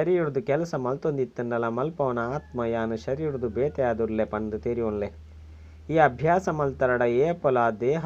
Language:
Tulu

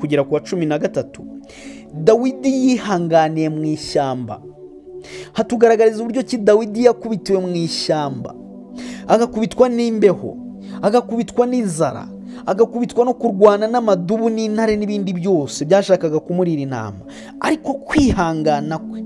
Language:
Kinyarwanda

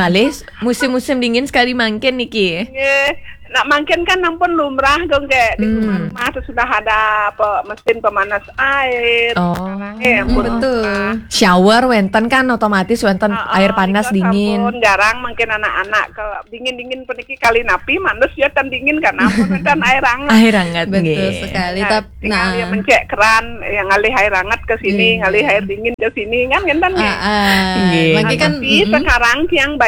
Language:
Balinese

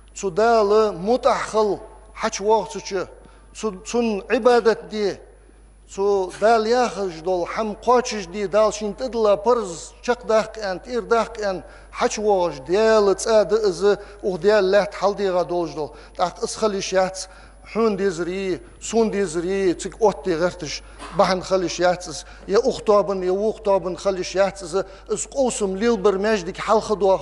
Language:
Ingush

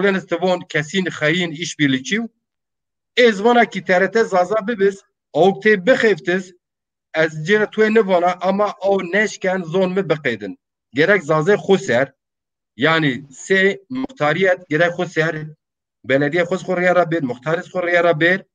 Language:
Zaza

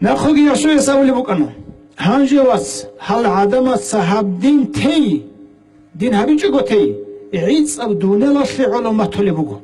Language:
Avaric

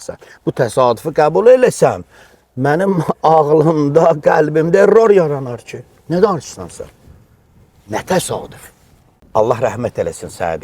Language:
Azerbaijani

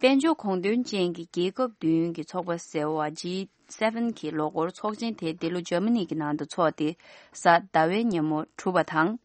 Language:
Tibetan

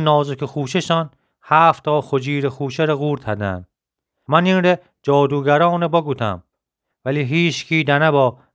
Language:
Gilaki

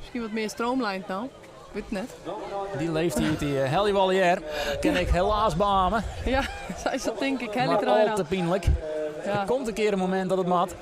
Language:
Western Frisian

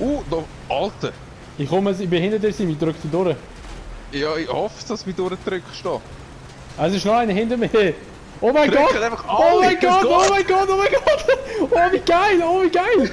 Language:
Swiss German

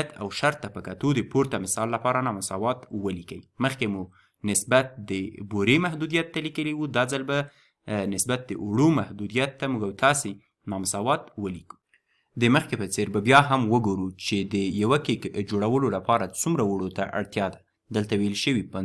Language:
Pashto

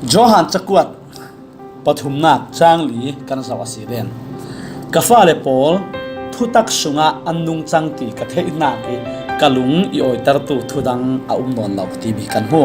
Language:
Falam Chin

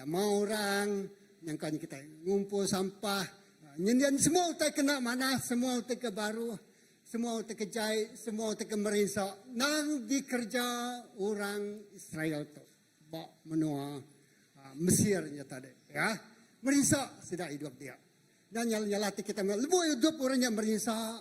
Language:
Iban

